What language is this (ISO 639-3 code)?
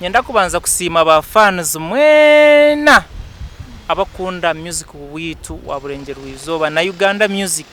nyn